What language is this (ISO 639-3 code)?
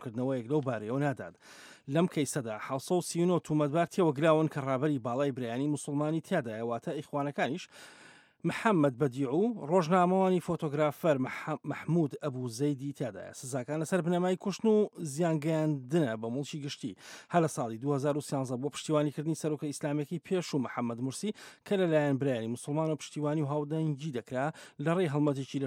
ckb